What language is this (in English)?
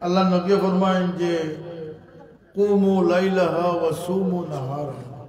Sylheti